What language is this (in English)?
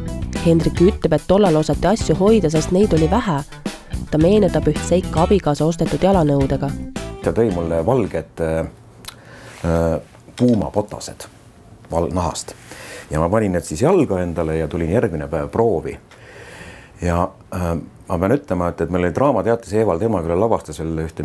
Estonian